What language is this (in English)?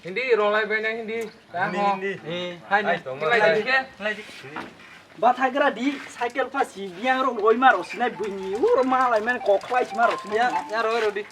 Kok Borok